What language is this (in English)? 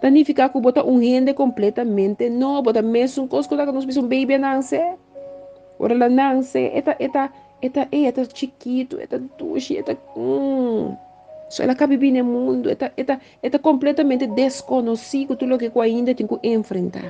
Papiamento